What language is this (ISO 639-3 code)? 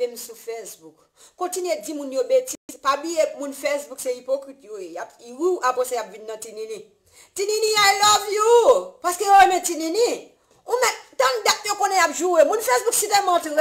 hat